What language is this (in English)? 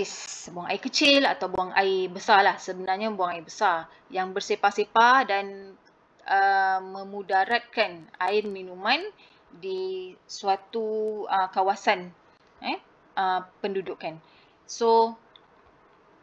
Malay